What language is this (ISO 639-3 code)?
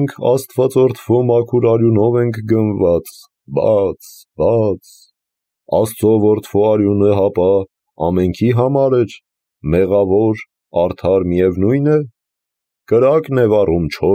hye